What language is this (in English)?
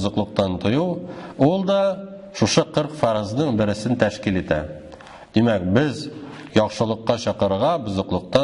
Tatar